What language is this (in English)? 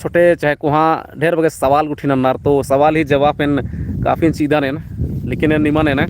Kurukh